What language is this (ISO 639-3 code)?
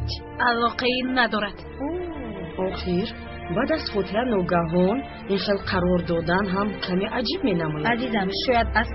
tgk